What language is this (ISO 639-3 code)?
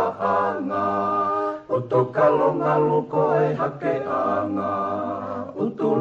ton